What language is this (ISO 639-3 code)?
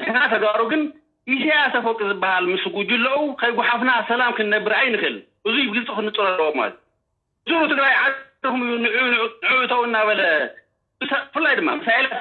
tir